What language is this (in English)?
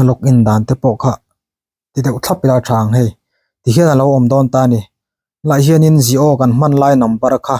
Mizo